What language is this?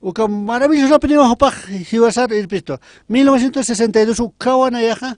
Aymara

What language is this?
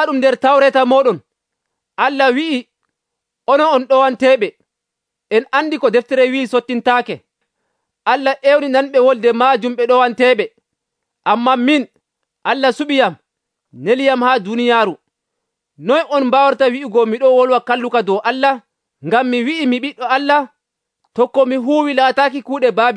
Nigerian Fulfulde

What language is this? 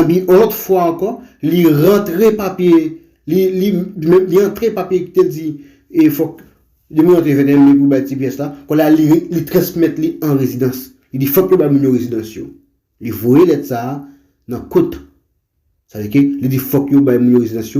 Haitian Creole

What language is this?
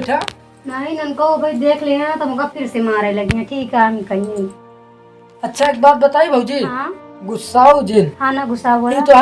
Awadhi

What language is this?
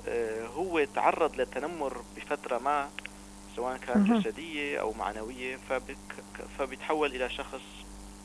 North Levantine Arabic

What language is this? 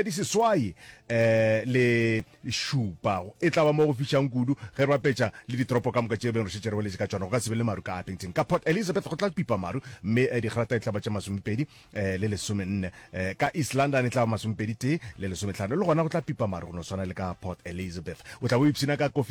Northern Sotho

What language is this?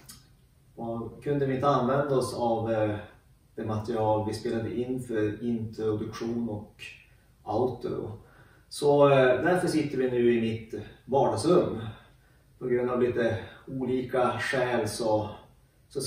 Swedish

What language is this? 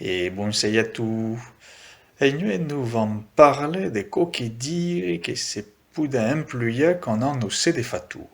Occitan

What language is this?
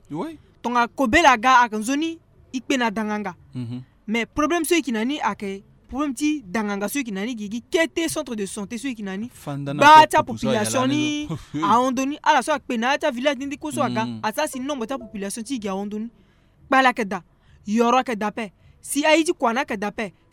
Sango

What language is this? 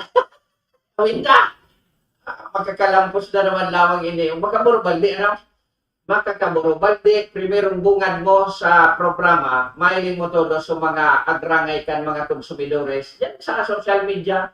Bikol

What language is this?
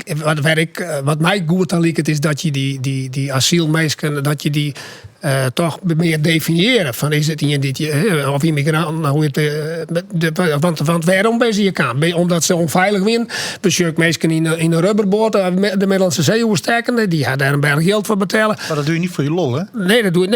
Western Frisian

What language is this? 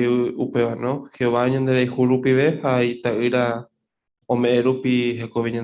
Guarani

